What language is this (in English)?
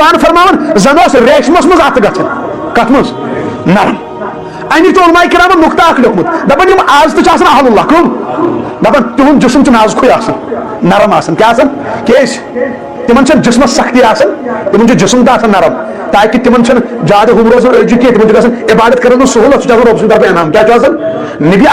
Kashmiri